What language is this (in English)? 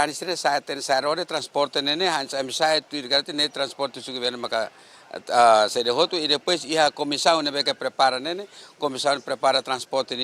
Tetum